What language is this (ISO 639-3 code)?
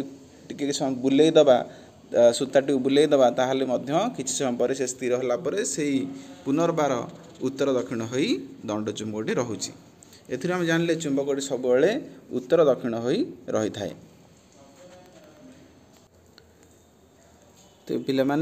ori